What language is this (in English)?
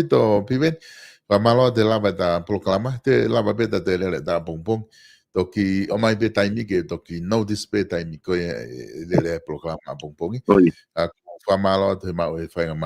Tongan